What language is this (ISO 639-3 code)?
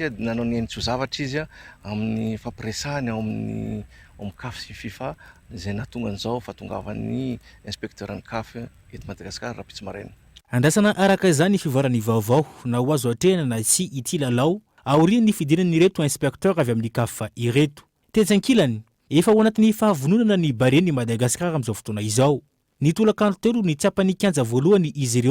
mlg